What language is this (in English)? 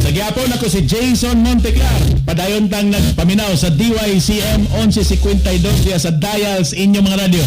Cebuano